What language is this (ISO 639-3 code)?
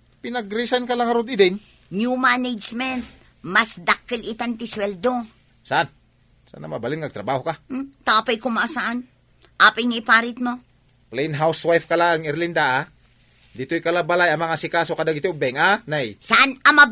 ilo